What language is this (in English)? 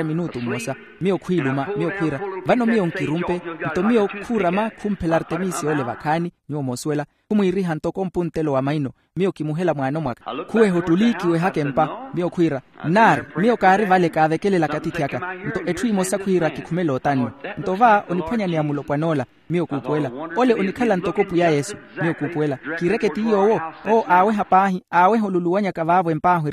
Makhuwa